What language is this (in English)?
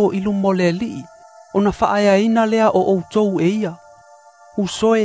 Samoan